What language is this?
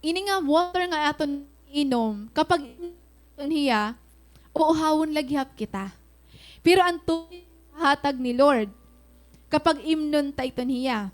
Waray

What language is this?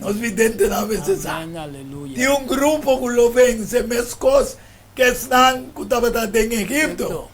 Papiamento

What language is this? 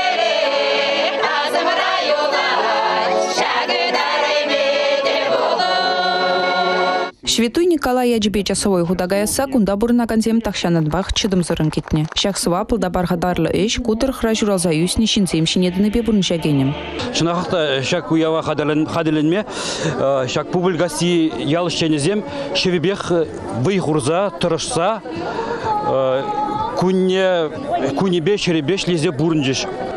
Chuvash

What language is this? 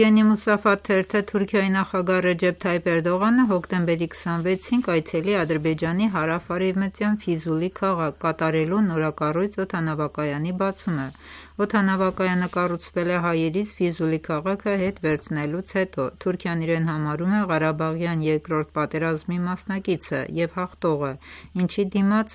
Armenian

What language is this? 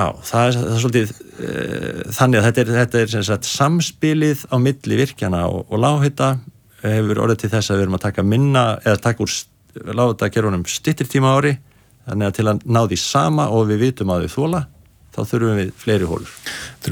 Icelandic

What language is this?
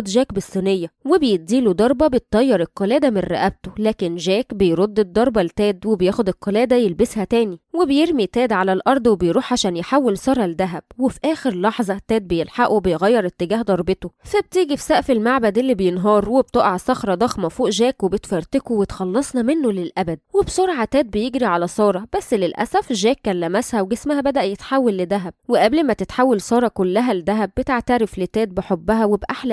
Egyptian Arabic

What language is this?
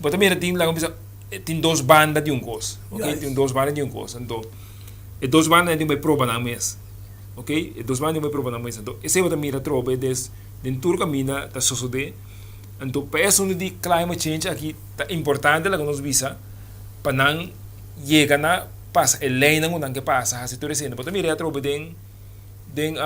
Papiamento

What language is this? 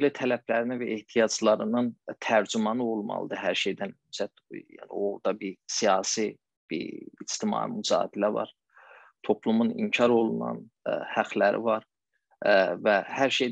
South Azerbaijani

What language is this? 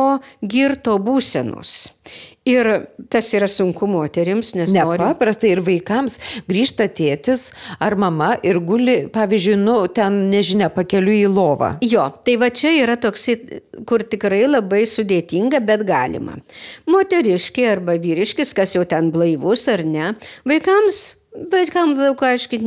Lithuanian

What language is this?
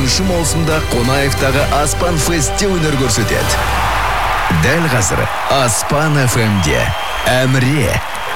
Kazakh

